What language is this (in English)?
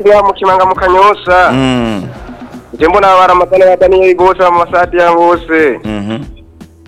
Rundi